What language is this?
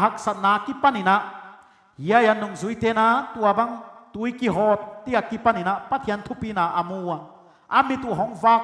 Paite Chin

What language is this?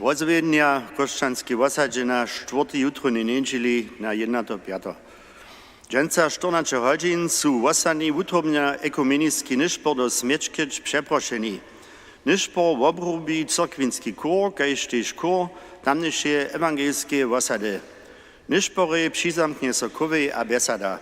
Upper Sorbian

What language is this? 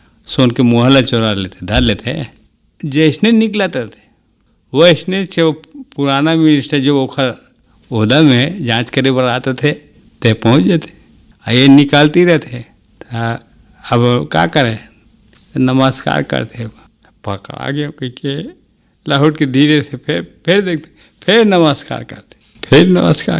Chhattisgarhi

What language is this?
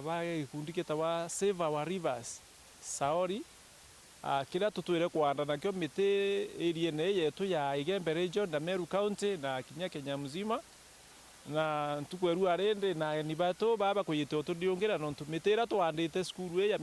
Meru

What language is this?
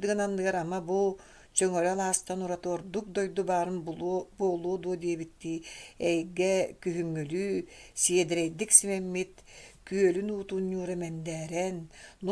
Yakut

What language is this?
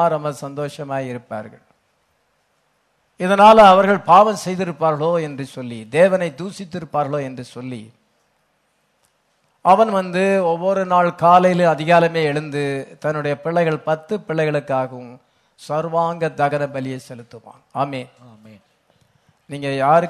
Tamil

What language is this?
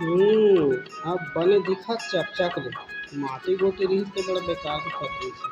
Chhattisgarhi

